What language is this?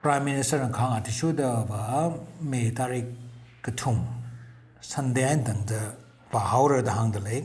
Tangkhul Naga (India)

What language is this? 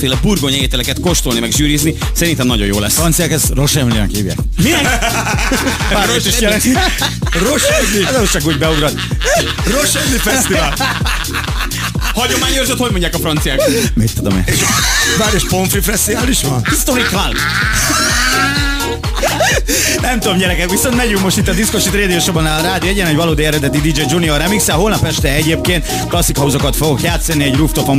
Hungarian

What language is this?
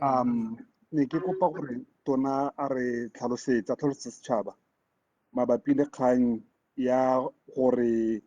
Tswana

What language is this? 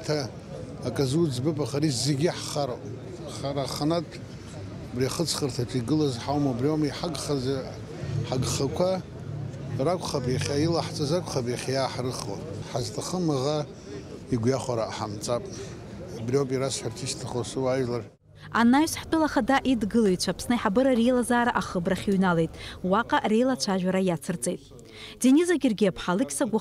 Abkhazian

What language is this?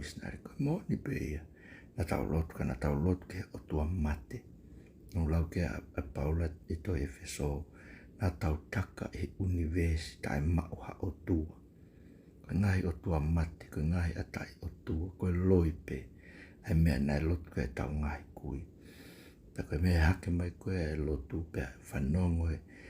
Tongan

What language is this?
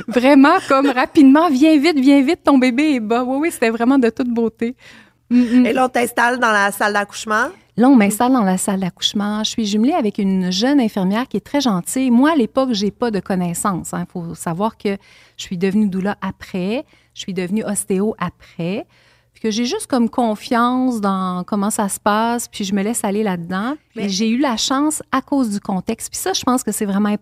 French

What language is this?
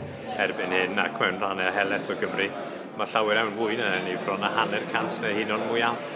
Welsh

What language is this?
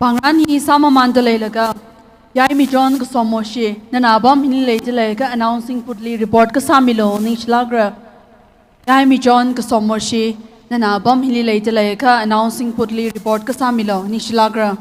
Tangkhul Naga (India)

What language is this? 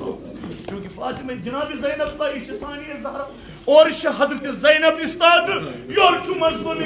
Kashmiri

